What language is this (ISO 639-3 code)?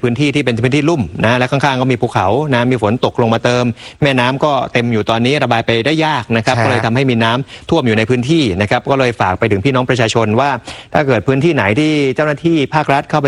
tha